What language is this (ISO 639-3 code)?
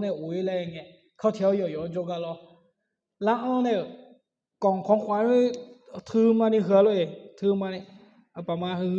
ahk